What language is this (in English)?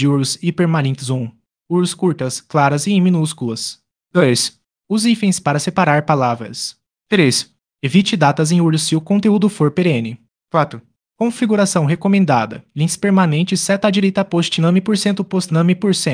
Portuguese